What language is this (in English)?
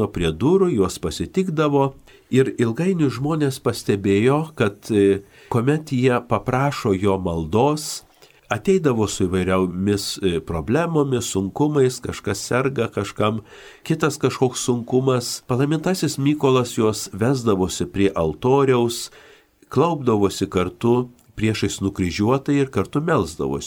Lithuanian